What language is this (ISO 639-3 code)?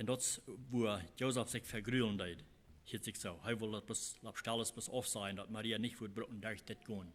pdt